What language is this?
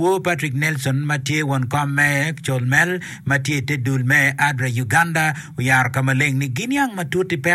Acoli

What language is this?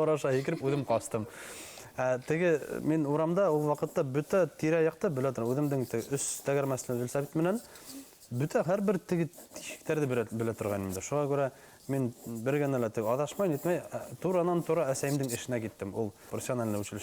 Bashkir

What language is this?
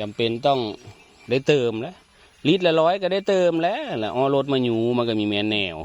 Northeastern Thai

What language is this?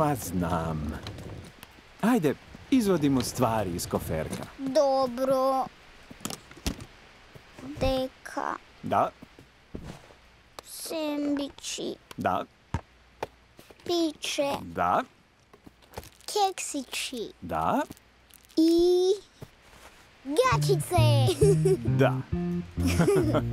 Croatian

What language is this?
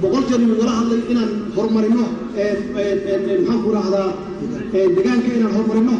Somali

